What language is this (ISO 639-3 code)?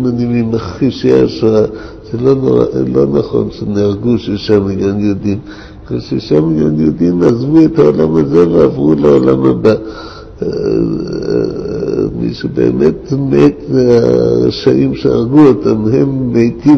heb